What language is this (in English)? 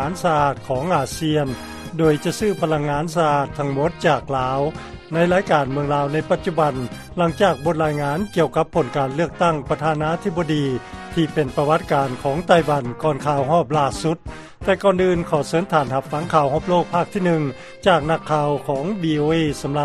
Lao